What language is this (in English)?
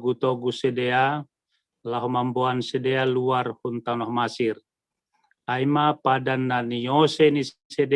Batak Simalungun